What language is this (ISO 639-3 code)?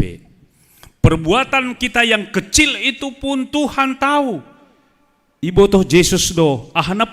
bts